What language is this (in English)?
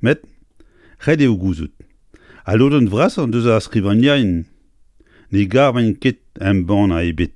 Breton